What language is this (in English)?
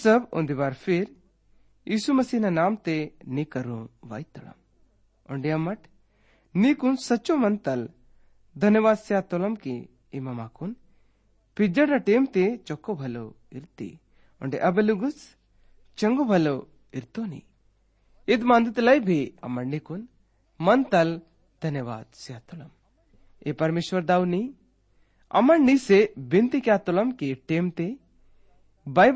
Gondi